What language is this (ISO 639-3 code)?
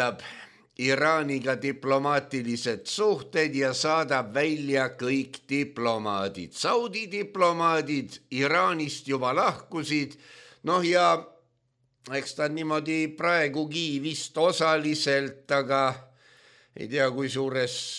est